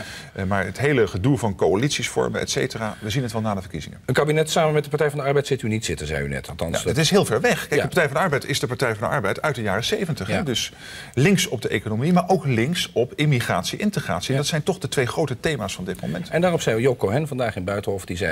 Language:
Dutch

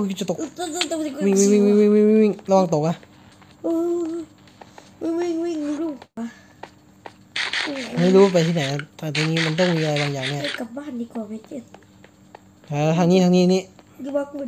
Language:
Thai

